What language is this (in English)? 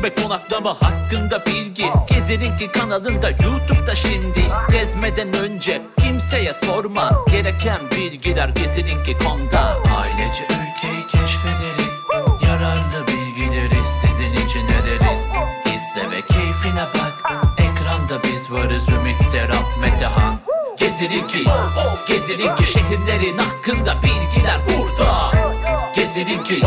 Turkish